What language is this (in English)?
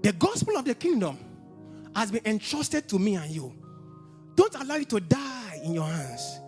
English